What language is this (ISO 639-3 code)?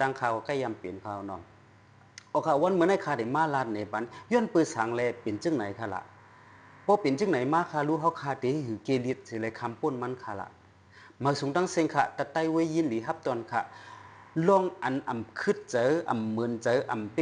shn